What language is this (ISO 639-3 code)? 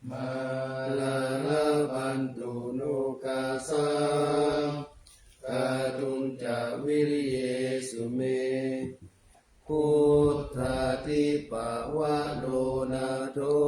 pli